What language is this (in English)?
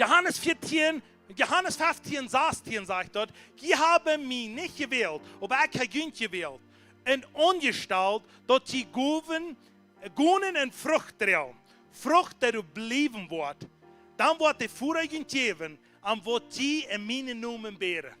Plautdietsch